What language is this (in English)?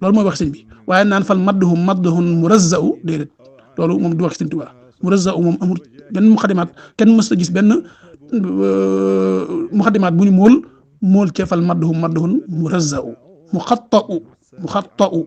Wolof